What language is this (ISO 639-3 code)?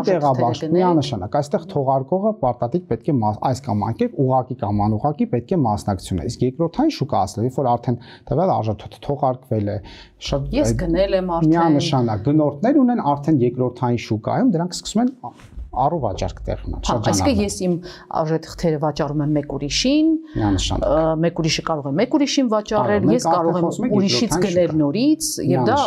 hye